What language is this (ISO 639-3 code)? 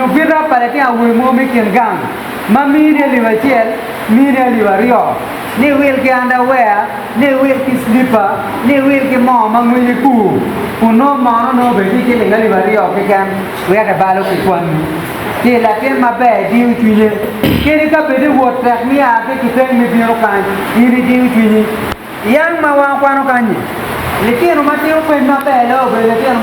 ach